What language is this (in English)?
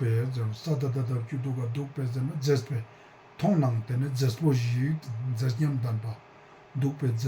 Ladakhi